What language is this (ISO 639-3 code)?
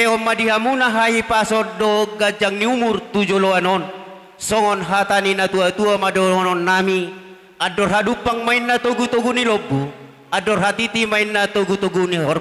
bbc